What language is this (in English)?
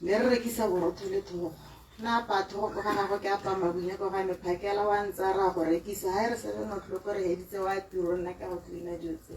Tswana